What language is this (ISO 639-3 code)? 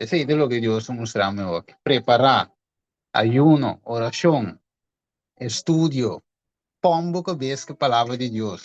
pap